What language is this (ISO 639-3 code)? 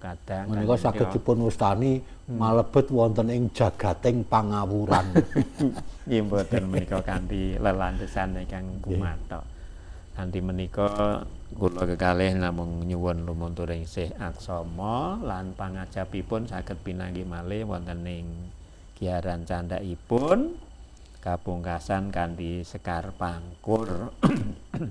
jav